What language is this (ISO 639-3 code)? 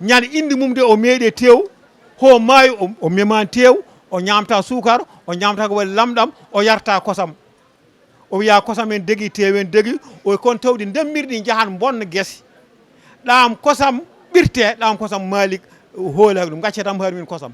ful